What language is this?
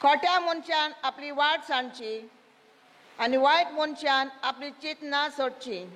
Konkani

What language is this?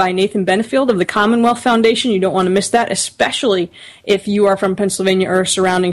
English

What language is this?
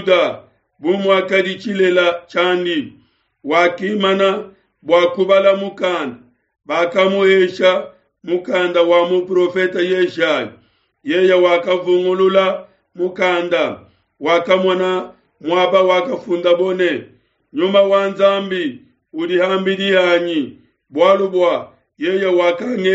Luba-Lulua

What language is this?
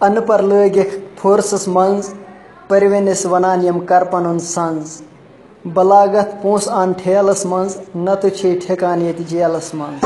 Kashmiri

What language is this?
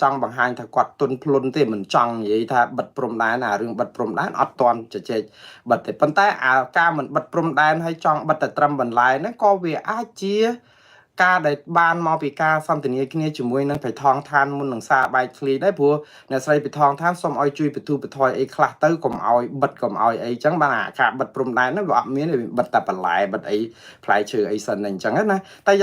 Khmer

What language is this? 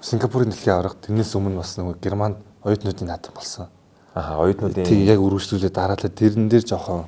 Mongolian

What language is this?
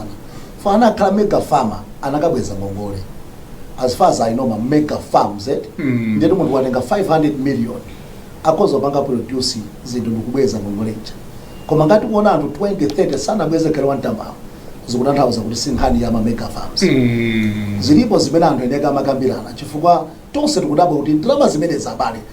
Nyanja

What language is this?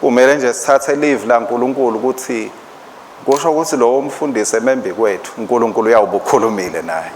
Swati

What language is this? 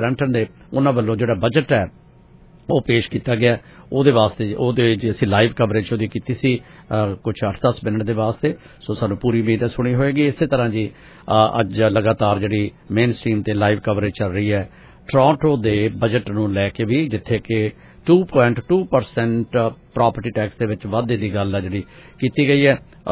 Punjabi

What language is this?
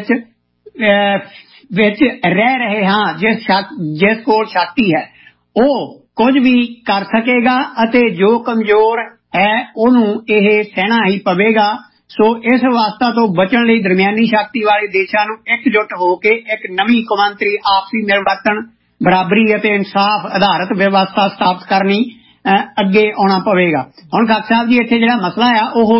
Punjabi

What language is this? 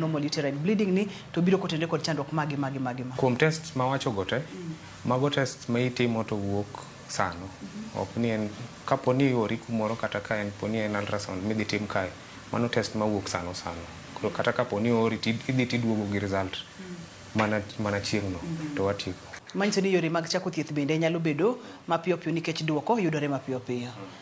Luo (Kenya and Tanzania)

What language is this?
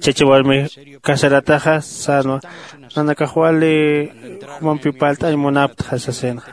Aymara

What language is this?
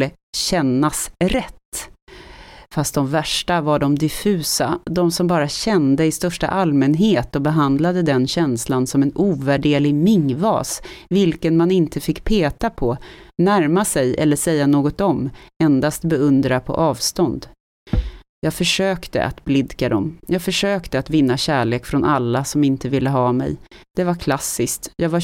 Swedish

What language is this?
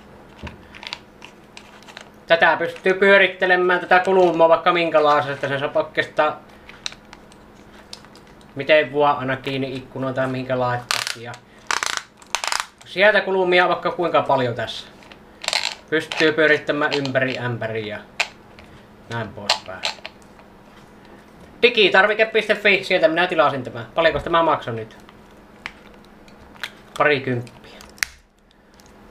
Finnish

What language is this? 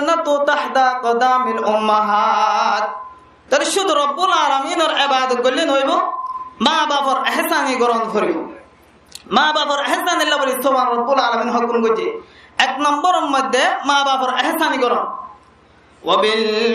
Rohingya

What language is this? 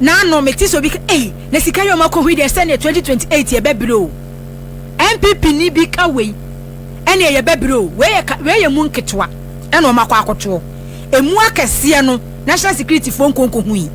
Akan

